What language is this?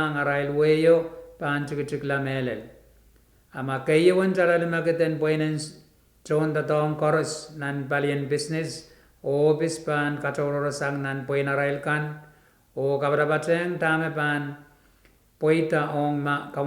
Pohnpeian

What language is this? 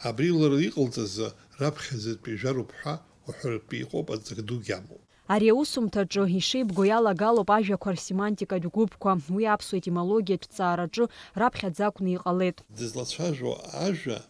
Abkhazian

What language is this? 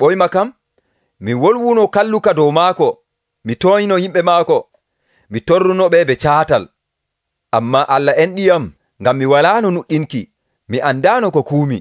Nigerian Fulfulde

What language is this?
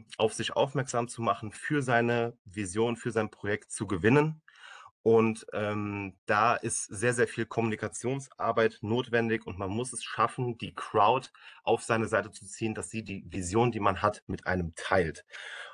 German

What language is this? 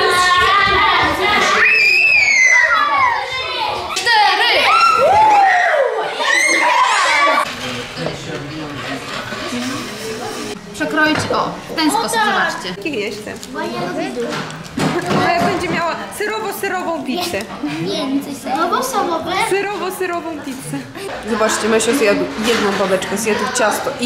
Polish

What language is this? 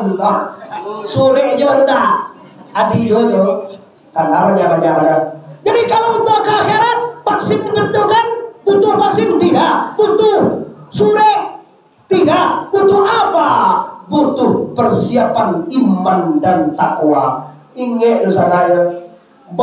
Minangkabau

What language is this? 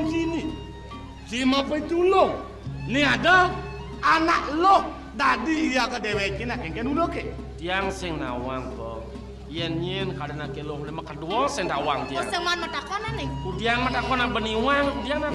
Balinese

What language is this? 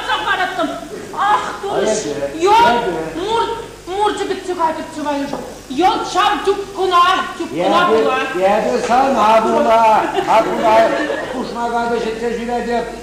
Chuvash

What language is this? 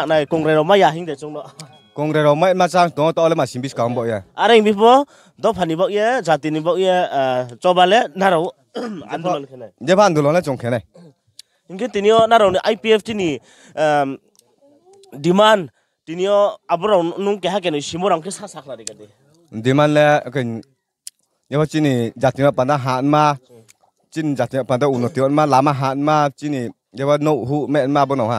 Riang (India)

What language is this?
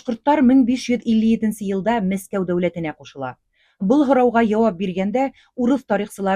Bashkir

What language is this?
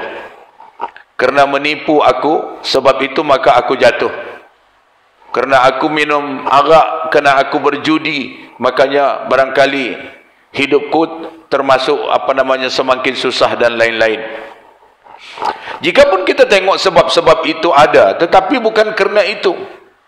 Malay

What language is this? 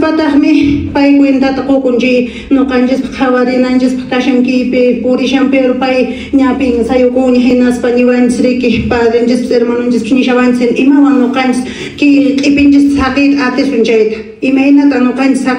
Quechua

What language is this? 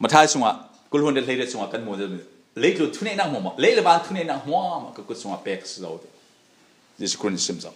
Falam Chin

